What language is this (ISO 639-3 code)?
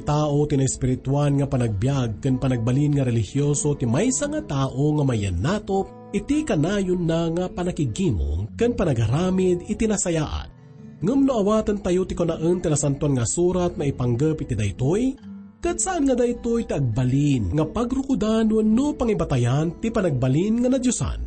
ilo